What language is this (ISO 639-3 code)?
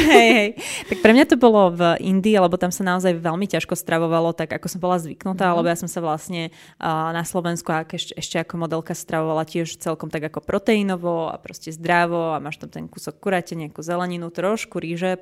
slk